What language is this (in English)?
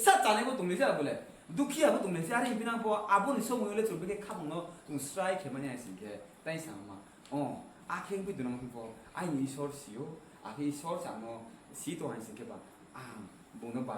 Riang (India)